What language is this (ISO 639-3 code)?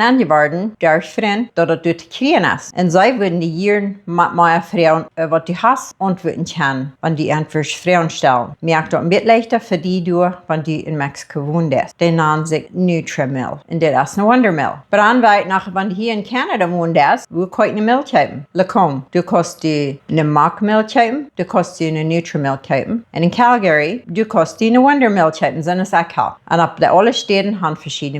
pdt